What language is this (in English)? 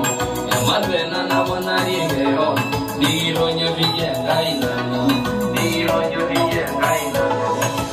Masai